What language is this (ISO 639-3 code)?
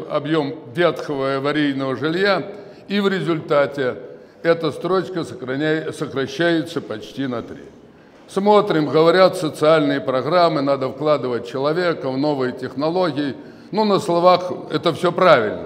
rus